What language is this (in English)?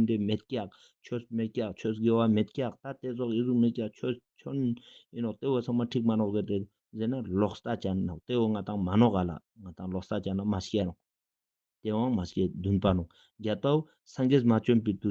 Ladakhi